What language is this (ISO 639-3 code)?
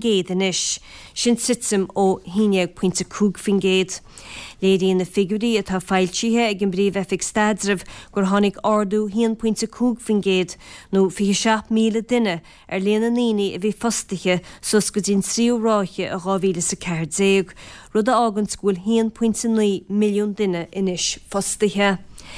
gle